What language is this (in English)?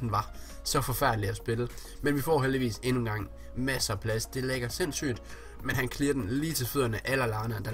Danish